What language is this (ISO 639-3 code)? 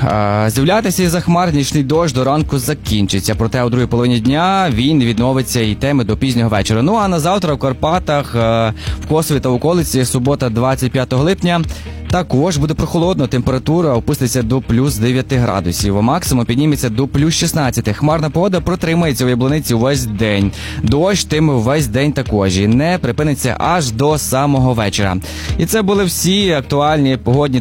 ukr